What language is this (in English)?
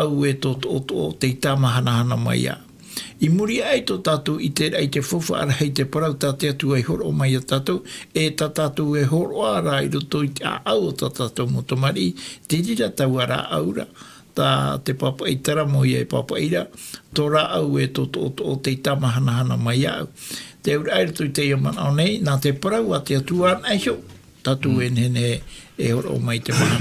Tahitian